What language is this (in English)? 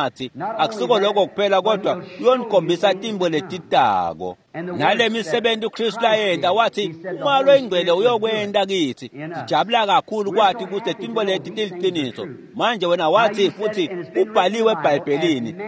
Swati